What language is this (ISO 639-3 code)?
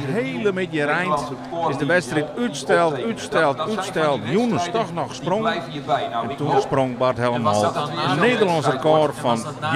fry